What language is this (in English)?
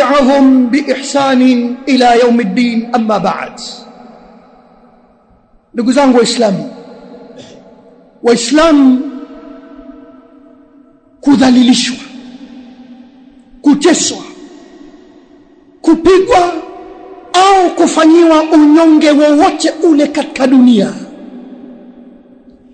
Swahili